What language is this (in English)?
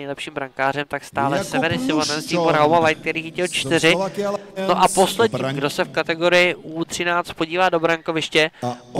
Czech